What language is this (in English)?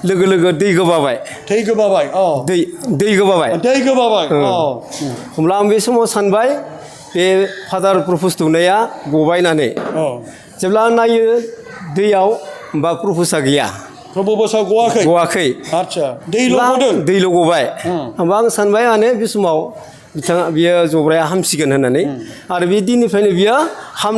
Bodo